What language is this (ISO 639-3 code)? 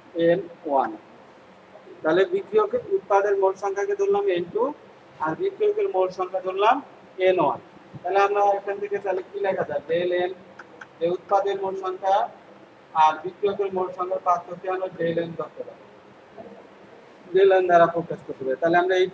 ben